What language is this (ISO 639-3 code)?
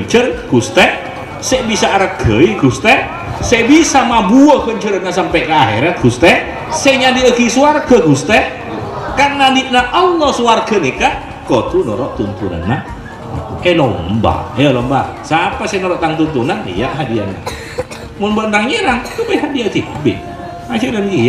mad